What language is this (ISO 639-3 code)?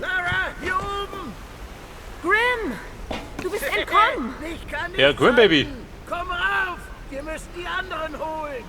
bar